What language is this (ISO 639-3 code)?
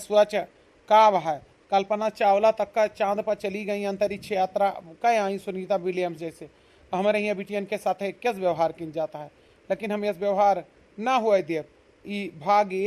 awa